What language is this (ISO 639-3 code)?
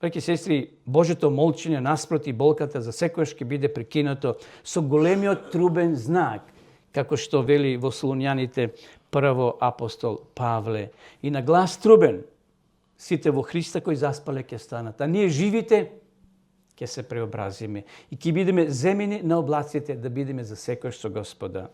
mkd